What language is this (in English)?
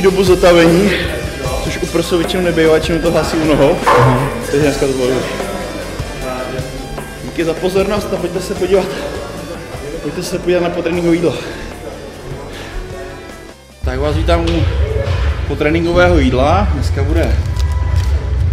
Czech